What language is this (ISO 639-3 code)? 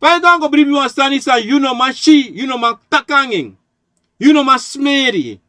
srn